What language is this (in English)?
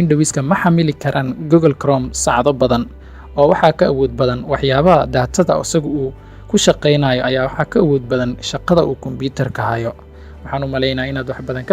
Somali